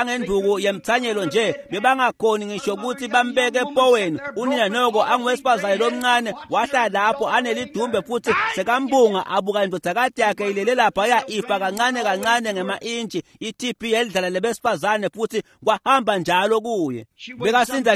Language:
Swati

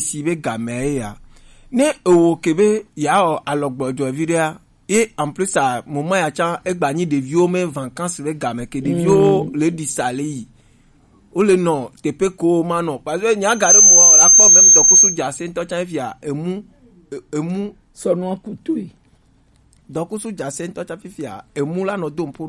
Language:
Gen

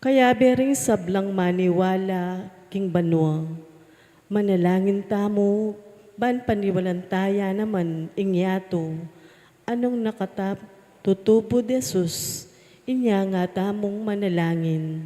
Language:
Pampanga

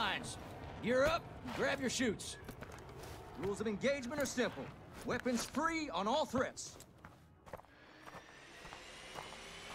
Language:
English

